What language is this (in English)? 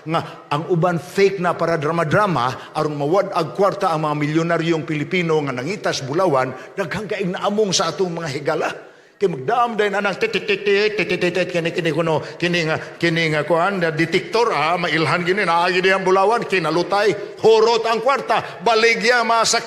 Cebuano